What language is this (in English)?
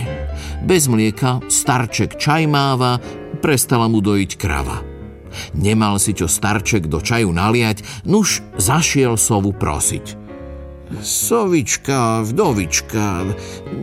Slovak